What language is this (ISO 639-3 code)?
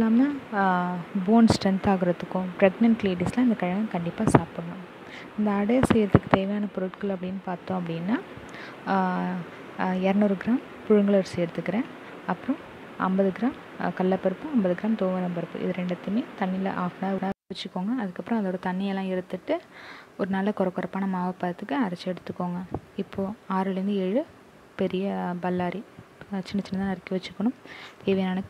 tam